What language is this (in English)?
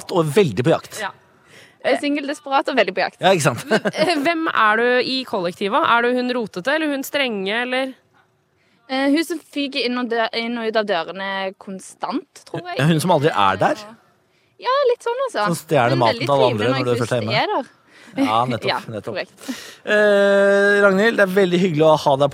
Norwegian